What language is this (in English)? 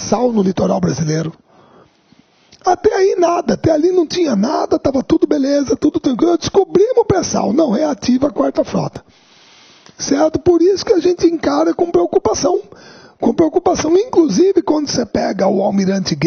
Portuguese